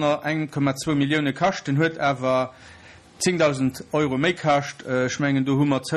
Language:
Luxembourgish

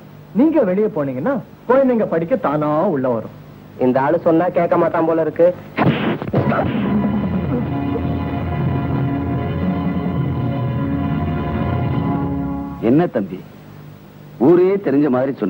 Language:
Tamil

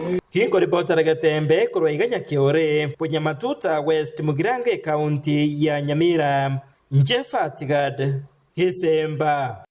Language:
Gusii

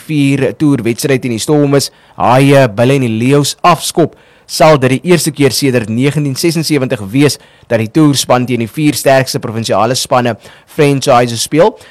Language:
Afrikaans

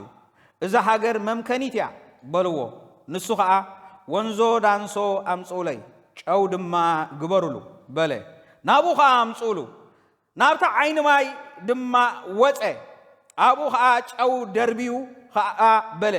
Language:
Tigrinya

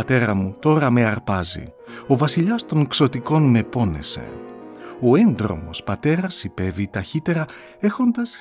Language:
Greek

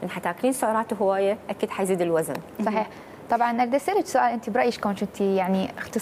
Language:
Mesopotamian Arabic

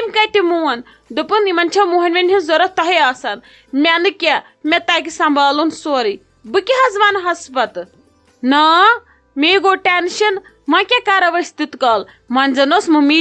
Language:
Kashmiri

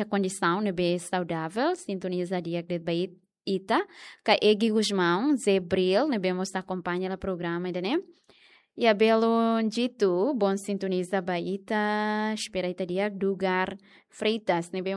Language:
Tetum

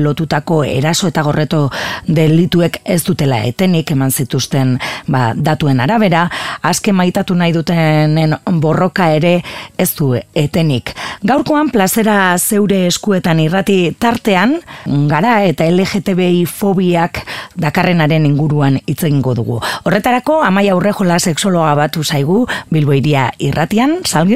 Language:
Basque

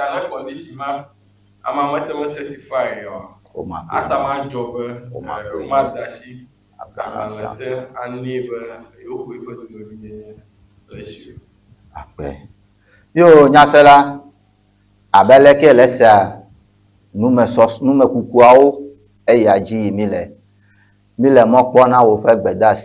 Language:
Ewe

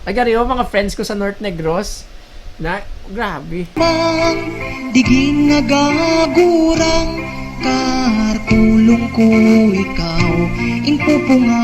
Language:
Hiligaynon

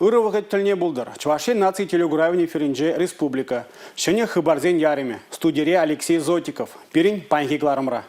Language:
Chuvash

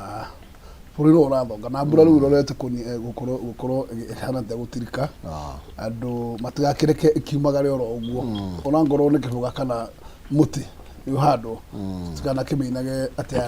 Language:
Kikuyu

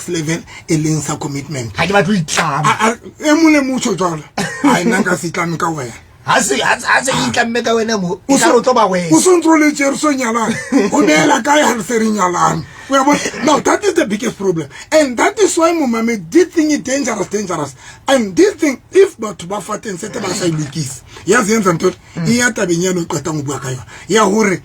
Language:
Southern Sotho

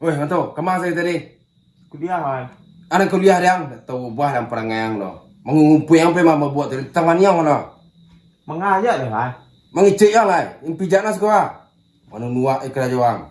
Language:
Minangkabau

